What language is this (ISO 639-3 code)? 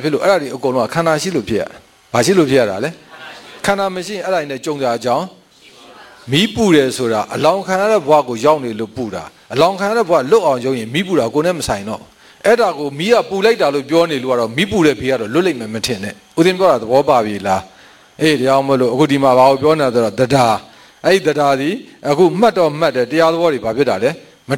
mya